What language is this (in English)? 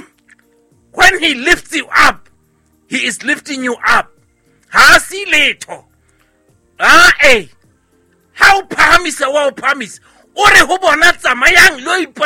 Southern Sotho